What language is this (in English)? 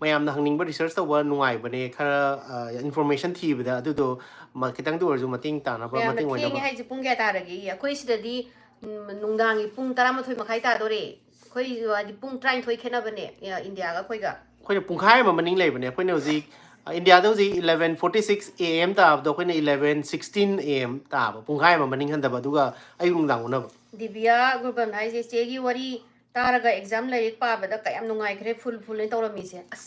Manipuri